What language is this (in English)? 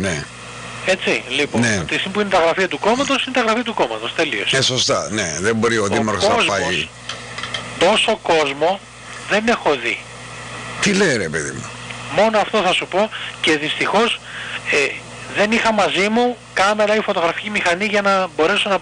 Greek